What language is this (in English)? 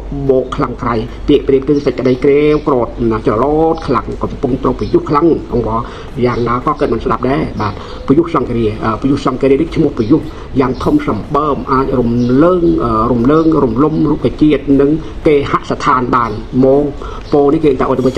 Khmer